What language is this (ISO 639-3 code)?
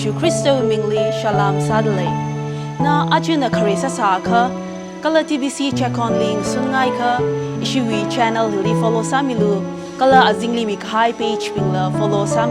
nmf